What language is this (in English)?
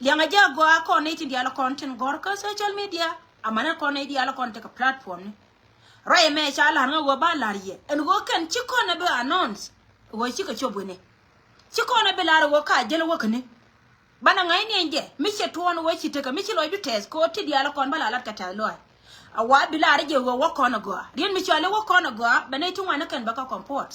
Nuer